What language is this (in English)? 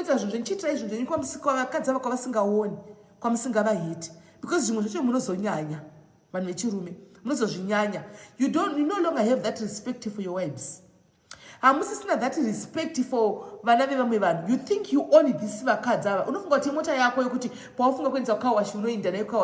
Shona